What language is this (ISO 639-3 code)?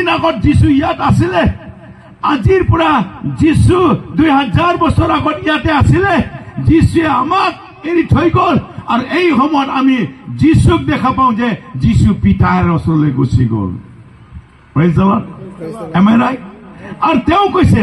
asm